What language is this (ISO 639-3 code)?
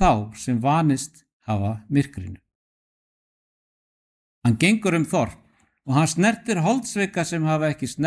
isl